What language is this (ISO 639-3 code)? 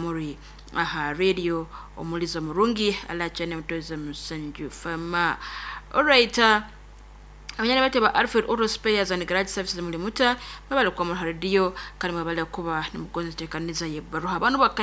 nyo